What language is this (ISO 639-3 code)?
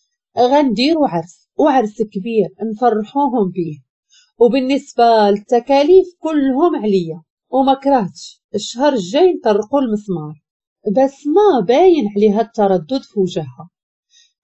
ary